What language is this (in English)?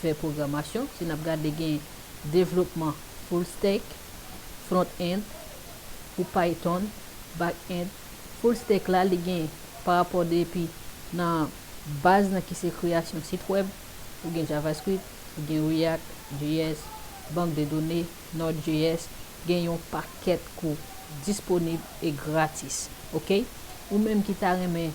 Haitian Creole